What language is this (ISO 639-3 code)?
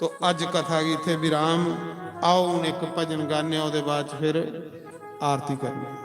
doi